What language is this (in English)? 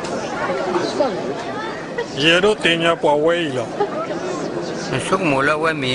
S'gaw Karen